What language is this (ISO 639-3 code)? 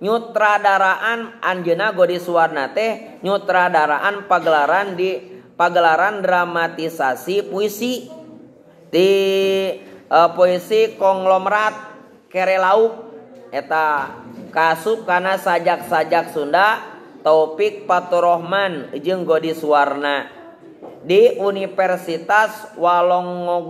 sun